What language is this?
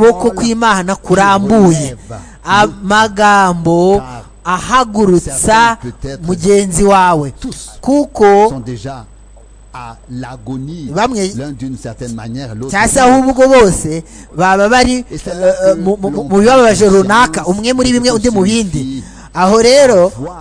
Kinyarwanda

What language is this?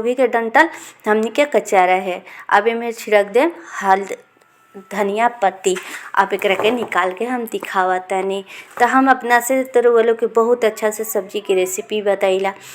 Bhojpuri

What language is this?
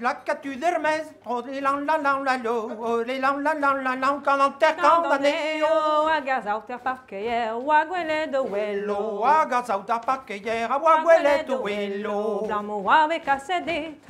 Breton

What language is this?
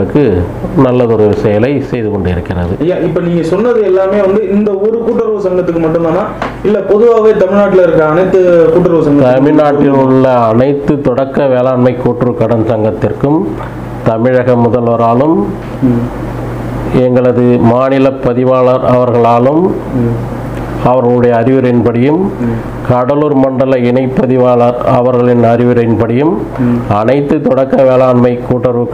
Tamil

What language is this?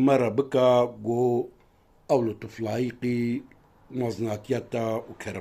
Kurdish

